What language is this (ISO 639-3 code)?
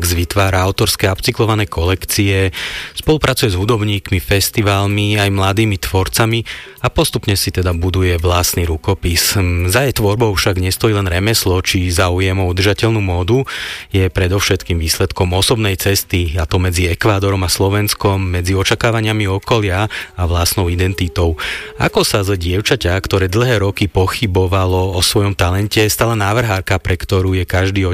slk